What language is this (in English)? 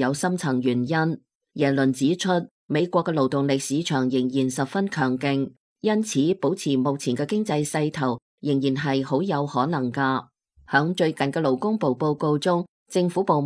Cantonese